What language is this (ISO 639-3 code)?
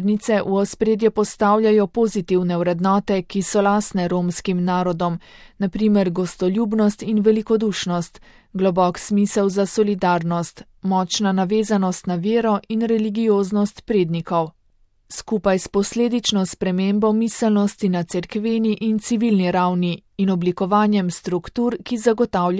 slv